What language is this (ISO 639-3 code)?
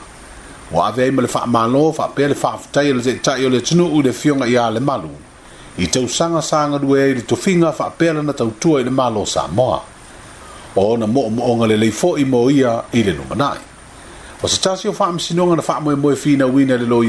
smo